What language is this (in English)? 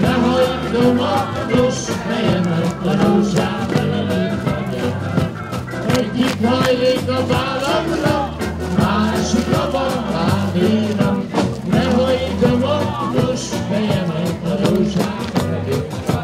Hungarian